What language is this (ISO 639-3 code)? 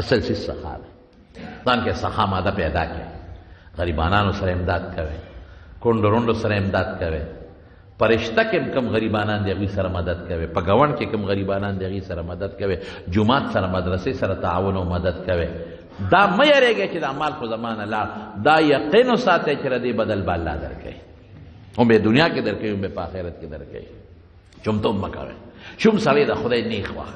pus